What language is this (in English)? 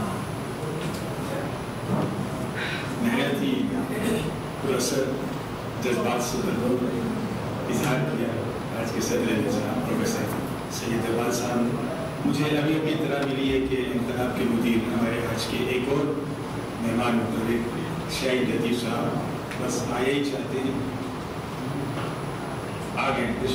Urdu